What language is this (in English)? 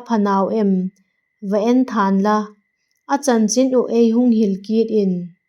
Vaiphei